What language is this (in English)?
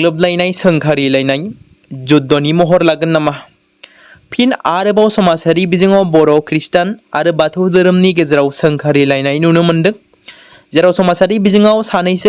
Bodo